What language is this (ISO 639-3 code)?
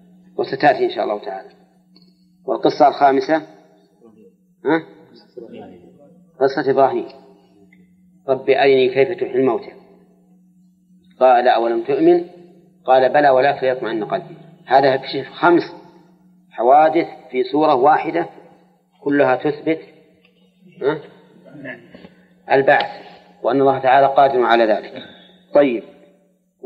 ara